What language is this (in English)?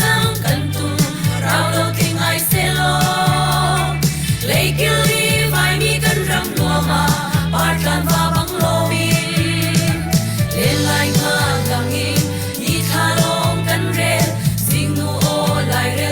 Hakha Chin